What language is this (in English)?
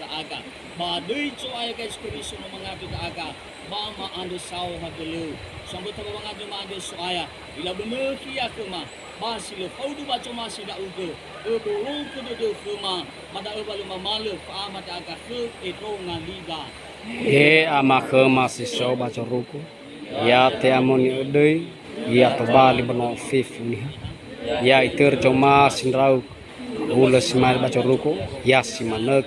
Nias